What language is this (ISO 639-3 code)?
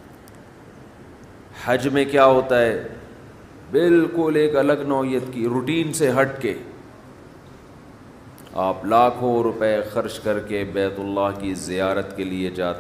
urd